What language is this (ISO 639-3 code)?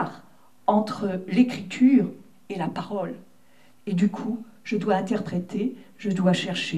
fra